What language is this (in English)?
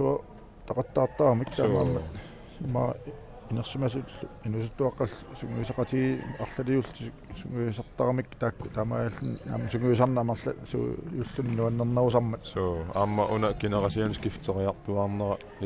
Kalaallisut